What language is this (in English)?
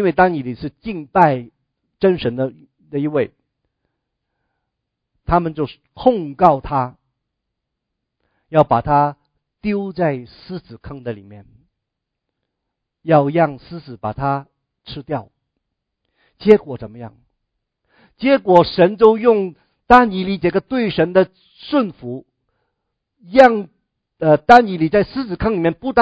Chinese